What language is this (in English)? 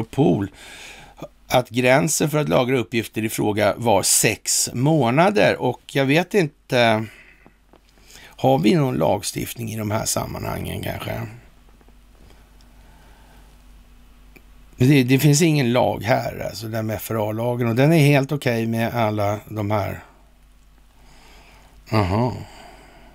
Swedish